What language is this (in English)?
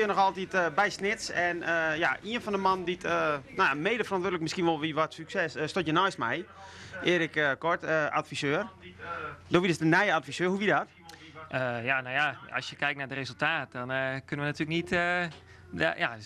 Western Frisian